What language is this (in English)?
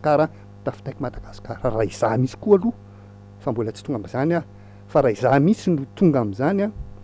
Malagasy